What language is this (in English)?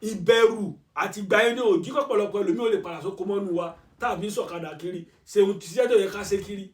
Yoruba